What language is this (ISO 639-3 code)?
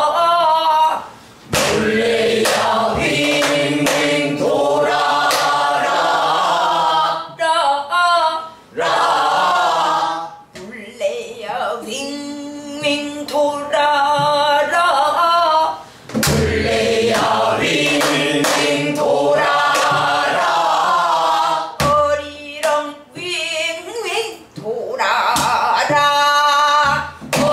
kor